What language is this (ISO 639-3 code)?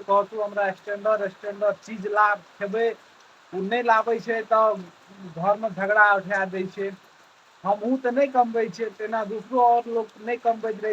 mai